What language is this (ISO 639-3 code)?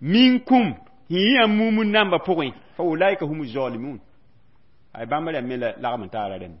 mos